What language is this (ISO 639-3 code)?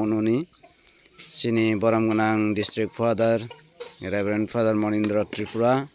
trp